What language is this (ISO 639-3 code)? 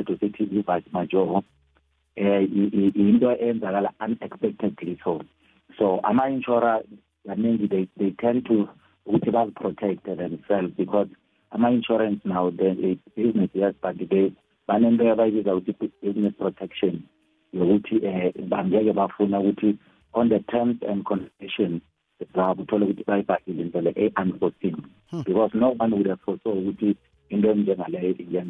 nbl